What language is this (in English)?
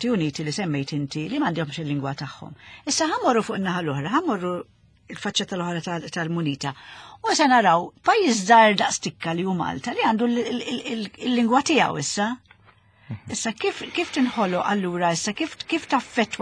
Maltese